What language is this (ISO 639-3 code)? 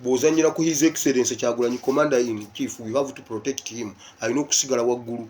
lug